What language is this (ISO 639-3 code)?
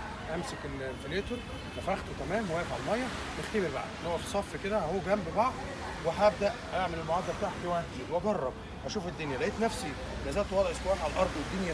arz